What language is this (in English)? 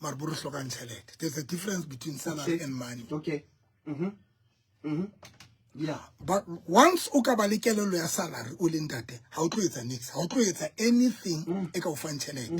Southern Sotho